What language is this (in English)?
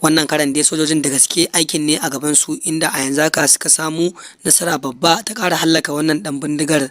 Hausa